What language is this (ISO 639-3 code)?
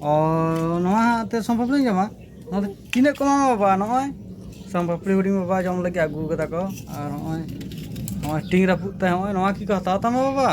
sat